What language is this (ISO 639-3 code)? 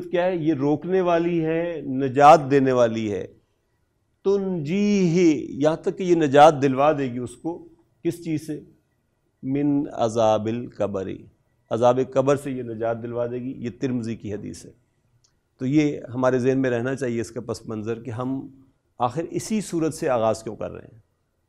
urd